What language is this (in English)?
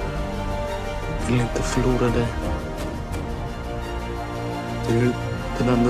Swedish